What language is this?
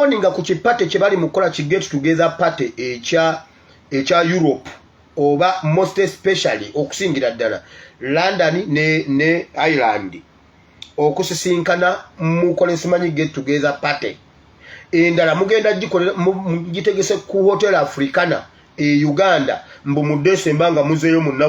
Ganda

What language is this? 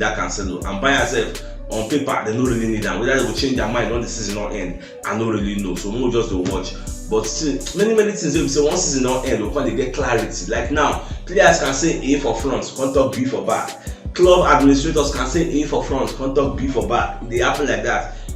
Nigerian Pidgin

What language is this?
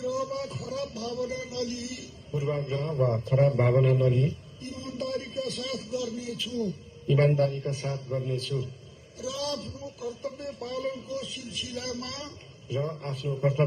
Nepali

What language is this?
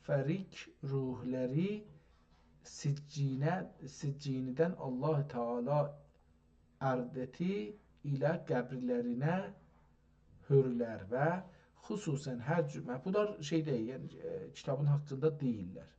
South Azerbaijani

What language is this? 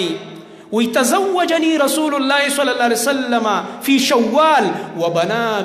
Pashto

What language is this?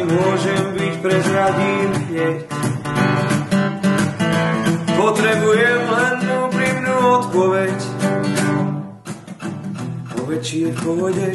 Slovak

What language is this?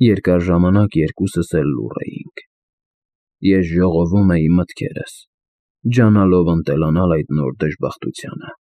Armenian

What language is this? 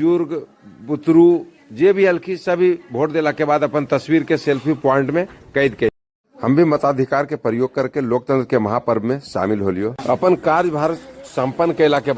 Magahi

